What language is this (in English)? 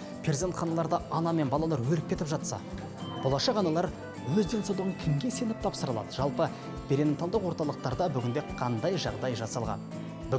Kazakh